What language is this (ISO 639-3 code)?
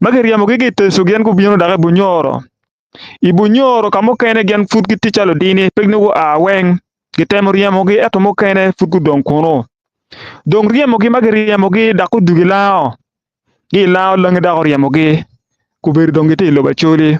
ach